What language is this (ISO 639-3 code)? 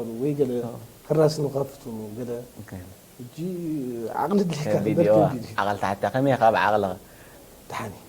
tir